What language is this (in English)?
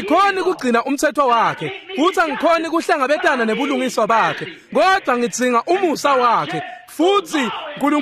Swati